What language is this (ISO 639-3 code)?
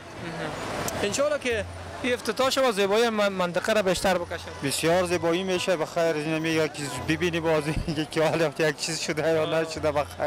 fas